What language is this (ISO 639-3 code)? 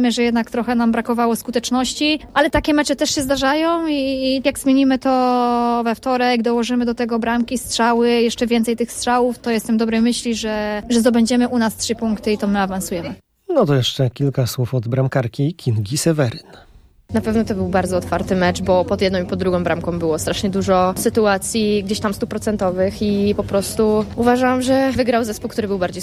pol